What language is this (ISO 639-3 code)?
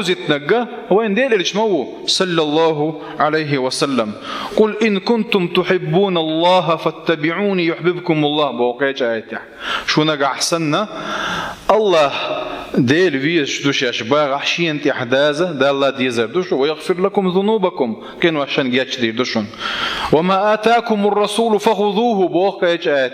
che